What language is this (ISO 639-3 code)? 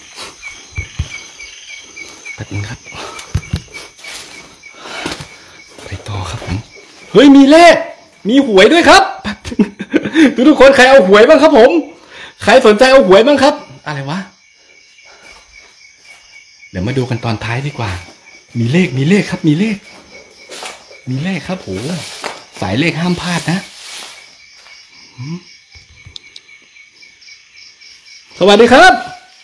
tha